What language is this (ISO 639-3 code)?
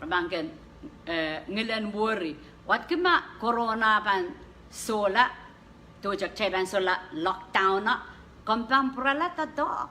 pon